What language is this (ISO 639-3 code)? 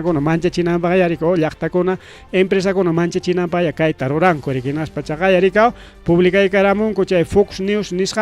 quy